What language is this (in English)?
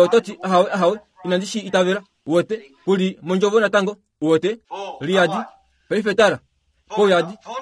Kuanyama